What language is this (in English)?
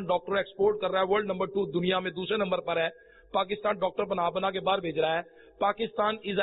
Urdu